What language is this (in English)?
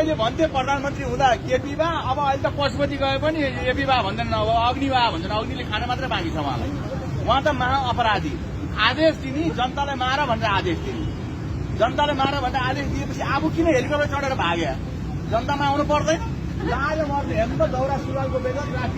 Nepali